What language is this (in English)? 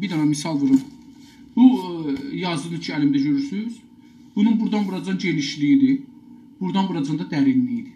South Azerbaijani